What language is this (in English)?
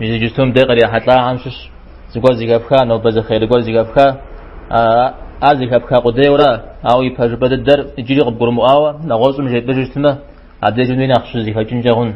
Kabardian